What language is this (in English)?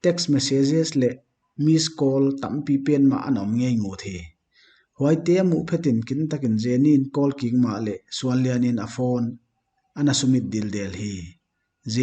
Paite Chin